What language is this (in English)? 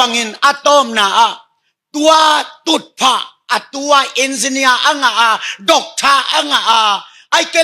Tedim Chin